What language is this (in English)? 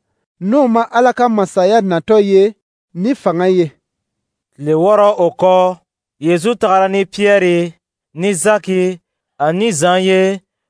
Dyula